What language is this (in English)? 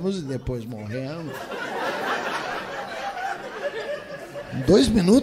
Portuguese